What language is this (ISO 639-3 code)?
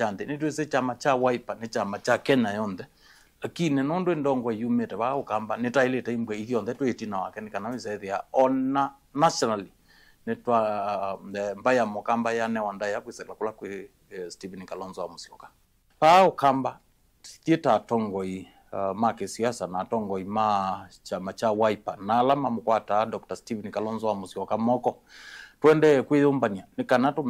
kam